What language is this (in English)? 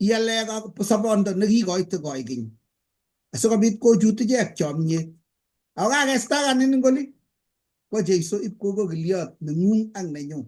Kalenjin